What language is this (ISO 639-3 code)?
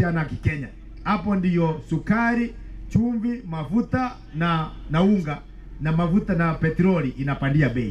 mer